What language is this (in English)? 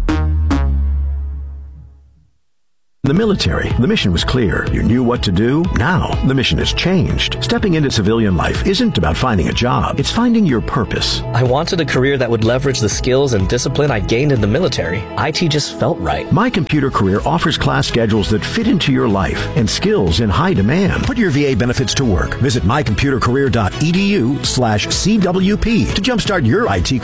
English